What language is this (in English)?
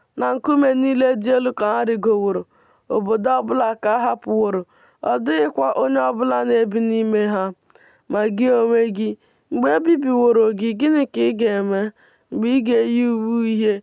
Igbo